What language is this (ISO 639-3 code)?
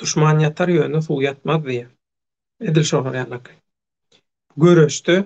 tuk